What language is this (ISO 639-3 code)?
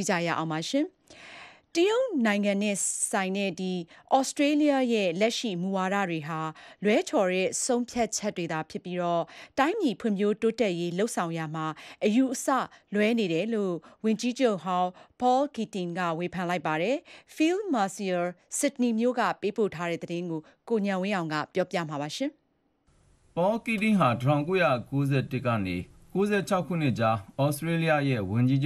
mya